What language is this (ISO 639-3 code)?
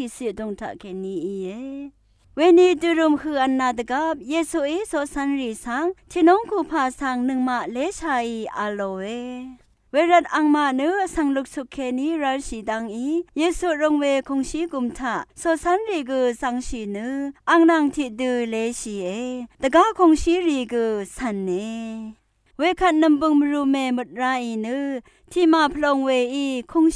raw